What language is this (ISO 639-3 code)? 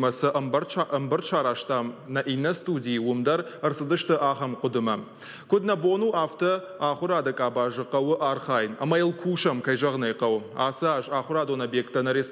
oss